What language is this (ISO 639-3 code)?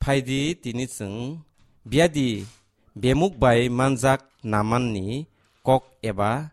trp